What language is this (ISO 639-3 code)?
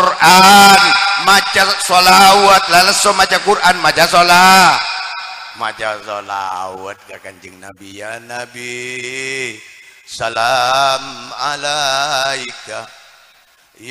mad